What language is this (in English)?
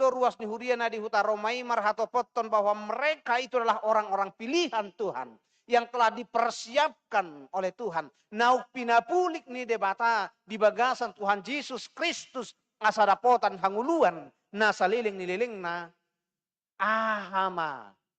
Batak Toba